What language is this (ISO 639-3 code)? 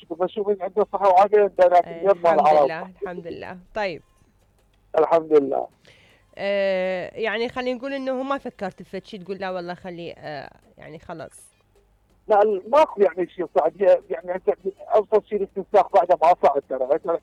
acm